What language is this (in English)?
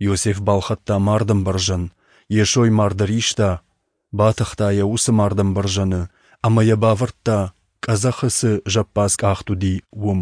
Ossetic